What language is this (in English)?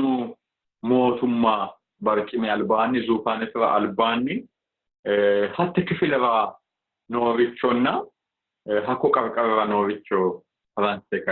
Sidamo